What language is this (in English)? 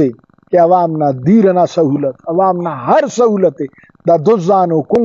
Brahui